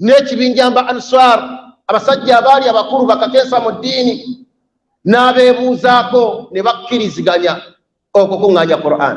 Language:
Ganda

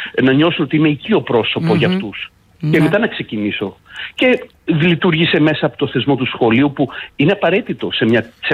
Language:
Greek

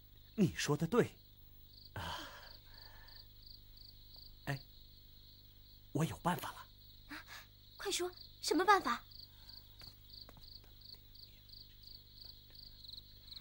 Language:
Chinese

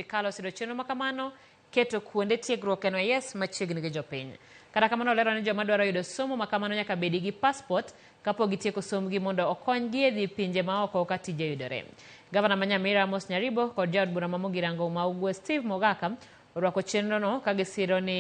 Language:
Luo (Kenya and Tanzania)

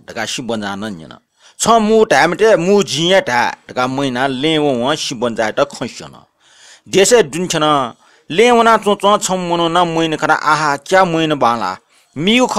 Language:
Newari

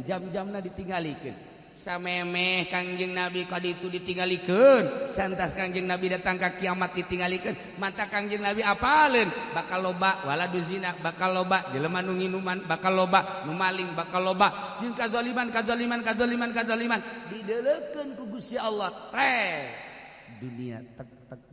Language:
Sundanese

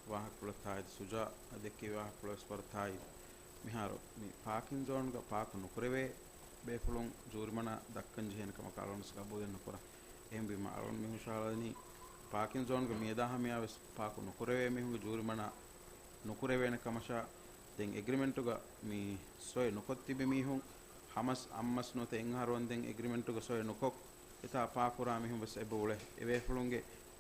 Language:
Divehi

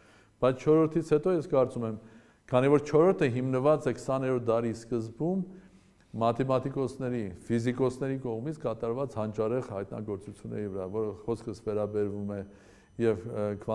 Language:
Armenian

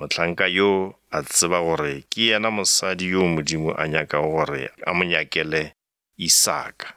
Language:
Northern Sotho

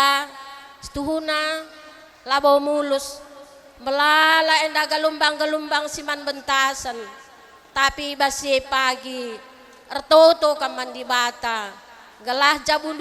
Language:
Batak Karo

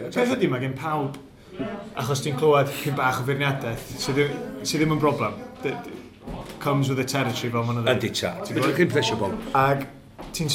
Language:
Welsh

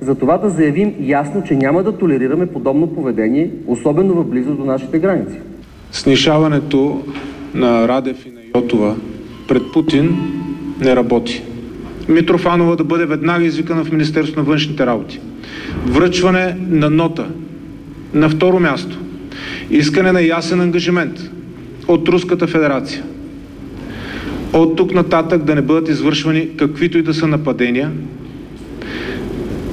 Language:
Bulgarian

